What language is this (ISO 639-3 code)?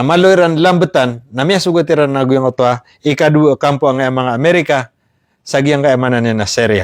mrw